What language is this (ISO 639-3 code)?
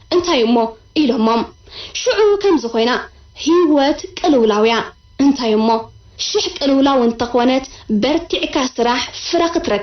tir